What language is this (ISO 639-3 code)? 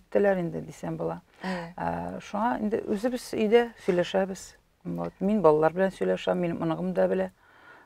tat